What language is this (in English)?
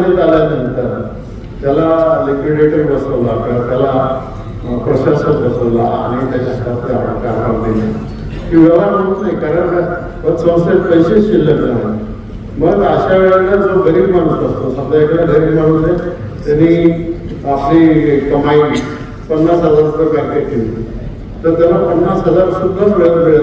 Marathi